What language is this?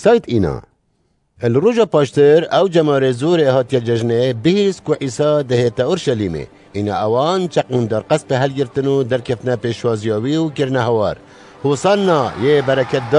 Kurdish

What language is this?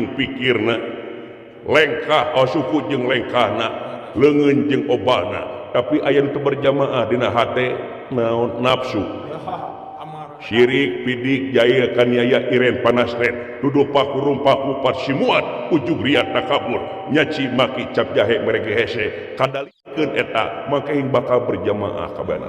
Sundanese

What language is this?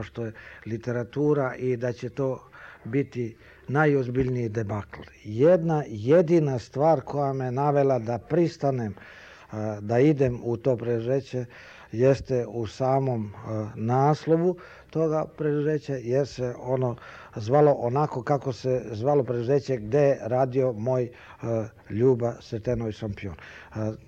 Serbian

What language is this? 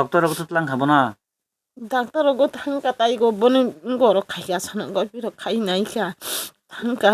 Kok Borok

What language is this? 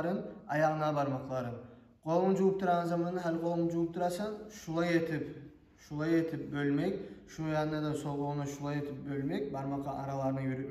Kumyk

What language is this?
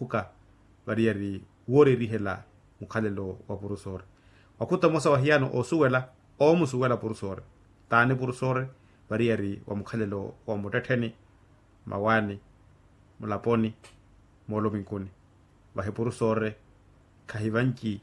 Makhuwa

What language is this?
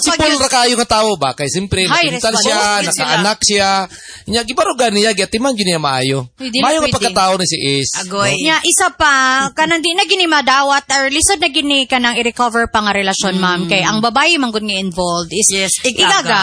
Cebuano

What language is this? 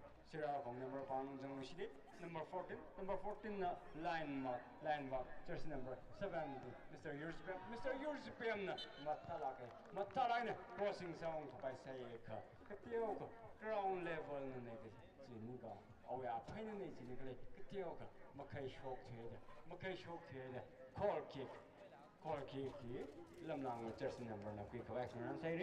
Tangkhul Naga (India)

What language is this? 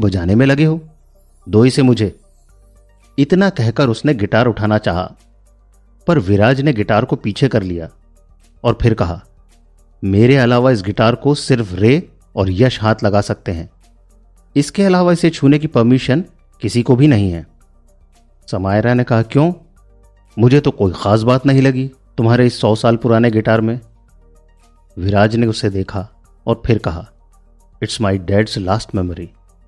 Hindi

